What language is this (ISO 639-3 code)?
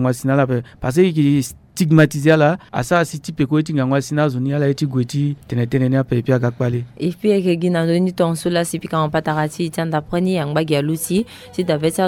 sag